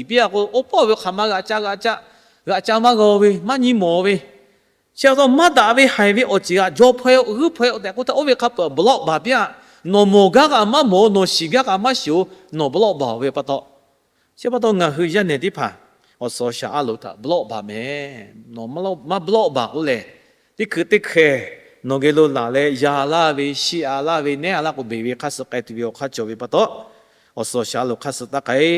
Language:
Lahu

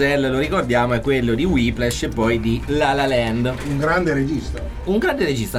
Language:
Italian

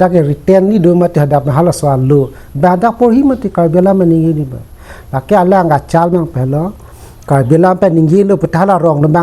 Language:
Karbi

